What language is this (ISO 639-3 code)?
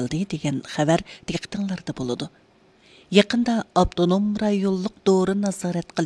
uig